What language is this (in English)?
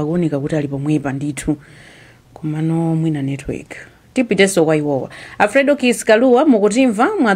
Nyanja